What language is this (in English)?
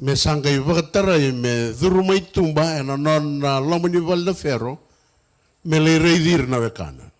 Fijian